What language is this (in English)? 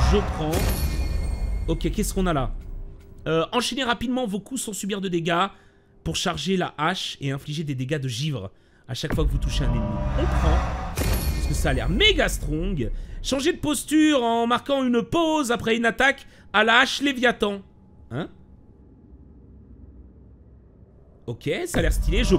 French